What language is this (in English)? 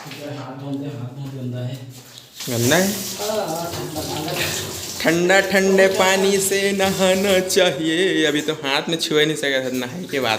Chhattisgarhi